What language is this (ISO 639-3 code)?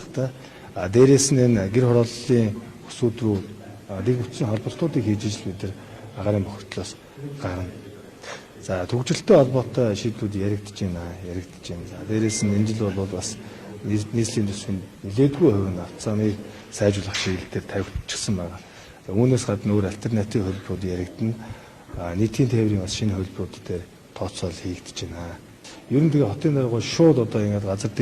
mon